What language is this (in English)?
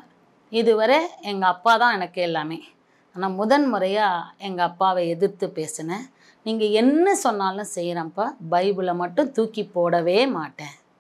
Tamil